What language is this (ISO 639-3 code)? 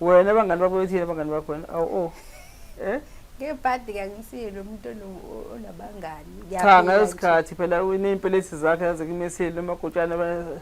zul